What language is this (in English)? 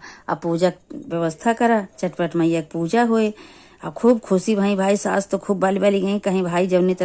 Awadhi